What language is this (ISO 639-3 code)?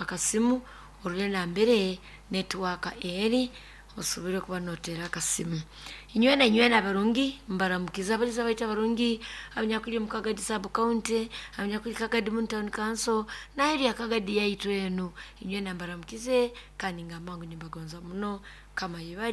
nyo